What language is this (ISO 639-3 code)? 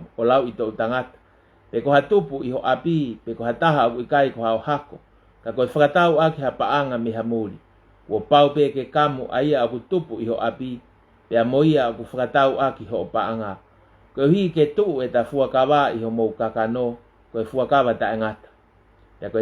ton